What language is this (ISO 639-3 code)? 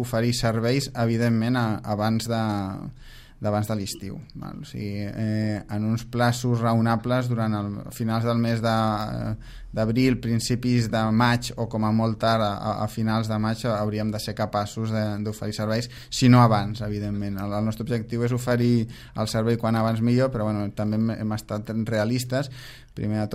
cat